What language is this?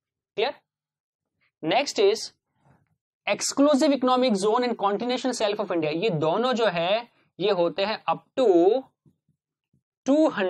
Hindi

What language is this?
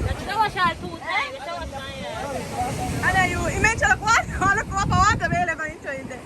Jamaican Creole English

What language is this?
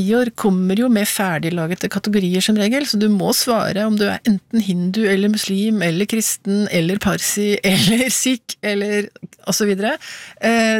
Norwegian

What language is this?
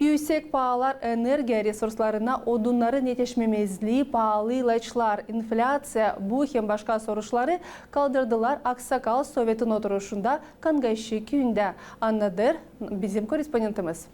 Gagauz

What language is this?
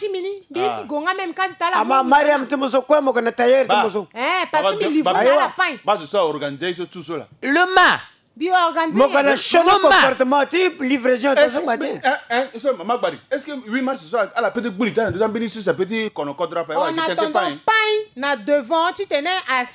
Sango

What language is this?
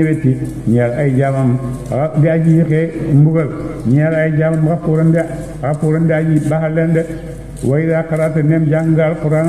Wolof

